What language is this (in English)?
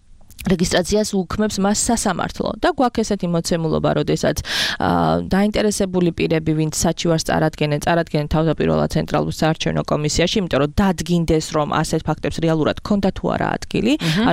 Georgian